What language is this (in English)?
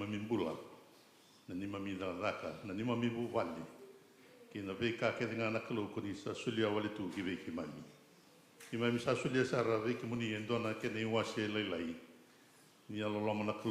Fijian